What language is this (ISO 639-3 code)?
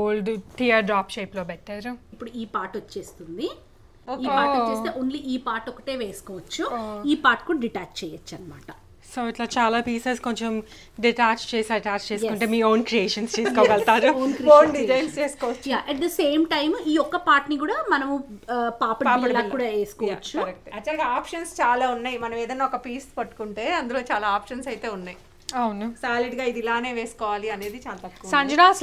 tel